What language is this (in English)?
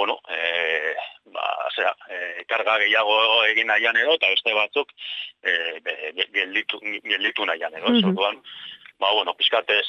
Basque